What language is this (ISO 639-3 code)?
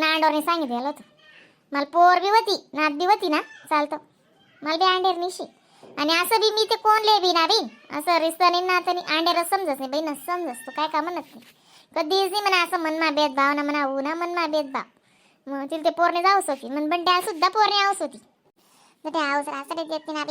khn